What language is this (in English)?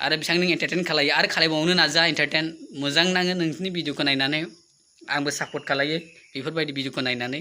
Bodo